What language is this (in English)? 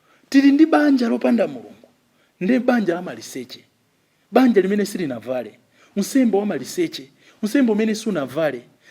Nyanja